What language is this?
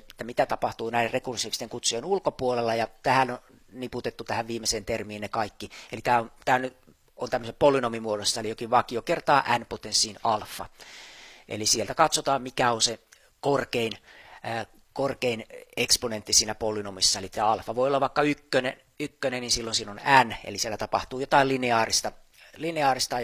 Finnish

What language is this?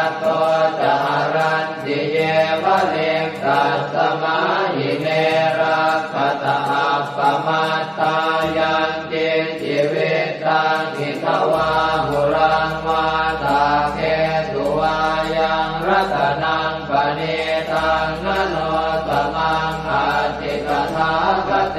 Pali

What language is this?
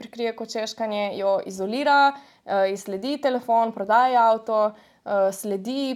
Slovenian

